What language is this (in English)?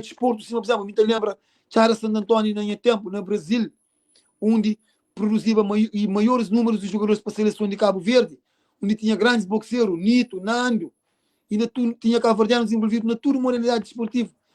Kabuverdianu